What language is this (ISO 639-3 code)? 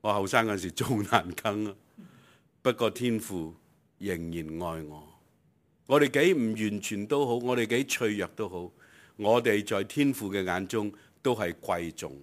yue